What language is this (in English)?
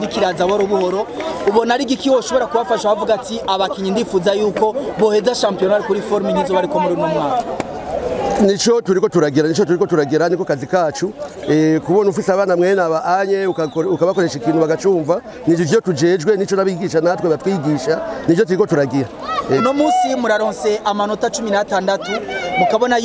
Rundi